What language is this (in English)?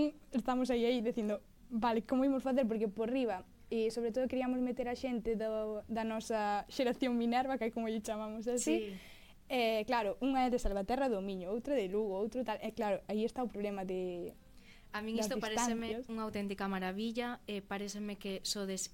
Galician